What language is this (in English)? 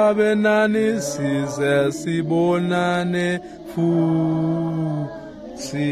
Swati